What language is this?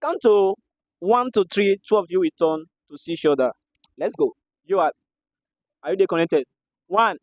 Nigerian Pidgin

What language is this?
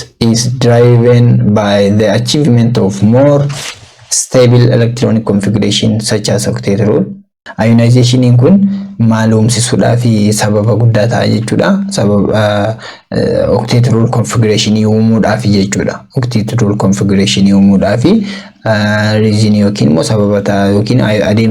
Oromo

